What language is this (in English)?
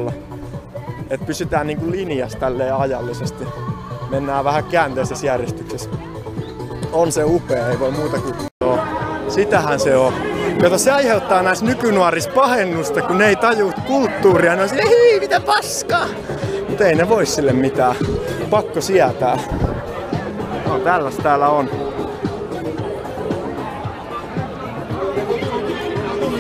Finnish